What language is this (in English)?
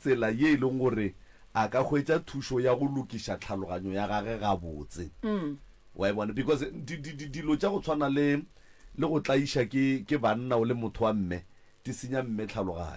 Northern Sotho